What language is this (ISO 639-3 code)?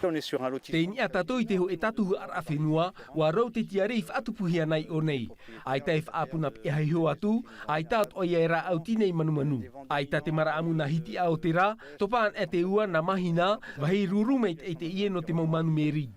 tah